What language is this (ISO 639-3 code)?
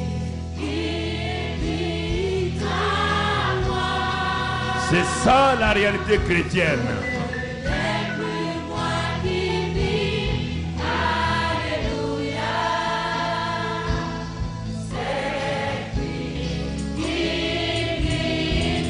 fra